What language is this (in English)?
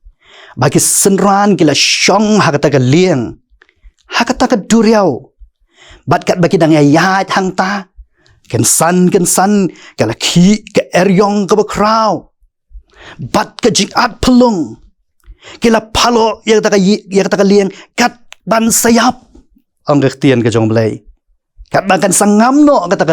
Khasi